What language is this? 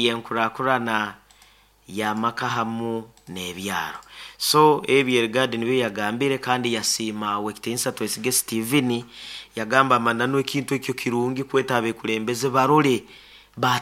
Nyoro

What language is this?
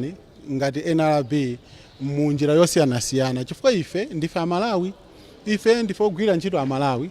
Nyanja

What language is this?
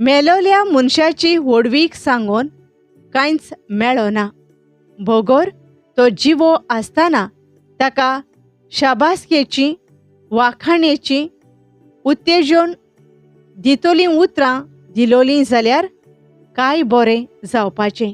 Konkani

